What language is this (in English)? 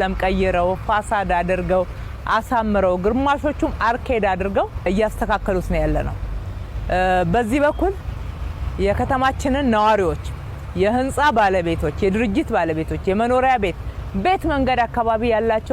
Amharic